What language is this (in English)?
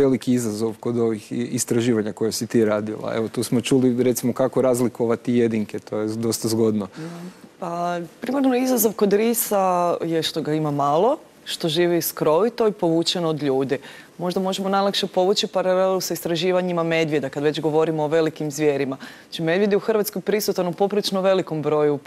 Croatian